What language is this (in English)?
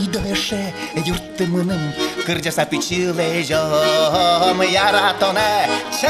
Udmurt